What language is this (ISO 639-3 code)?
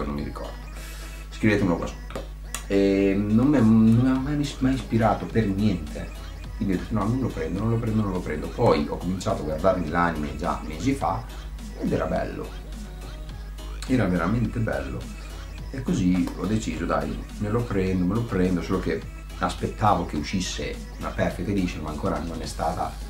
ita